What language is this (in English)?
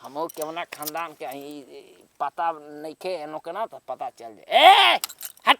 Bhojpuri